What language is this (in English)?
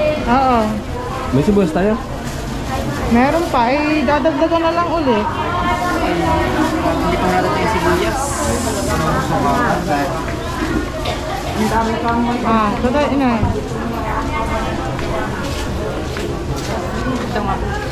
Filipino